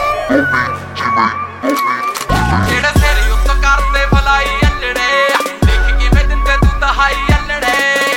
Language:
Punjabi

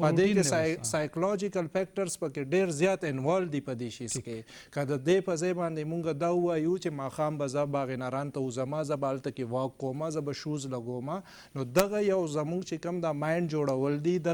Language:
Pashto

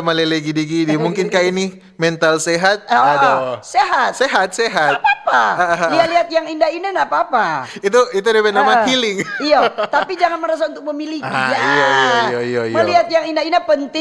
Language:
Manado Malay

